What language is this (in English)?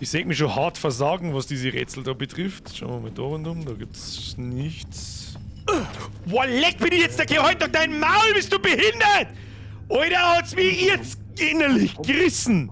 Bavarian